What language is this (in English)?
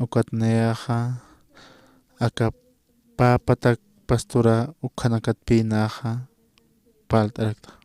Aymara